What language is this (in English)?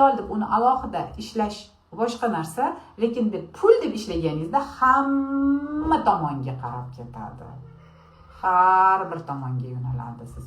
Uzbek